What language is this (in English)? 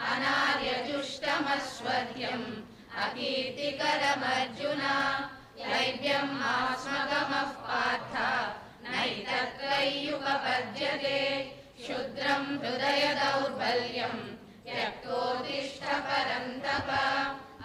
Sanskrit